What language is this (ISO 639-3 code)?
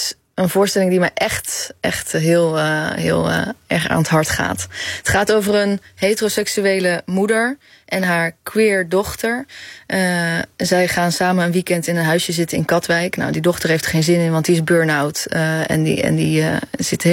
nld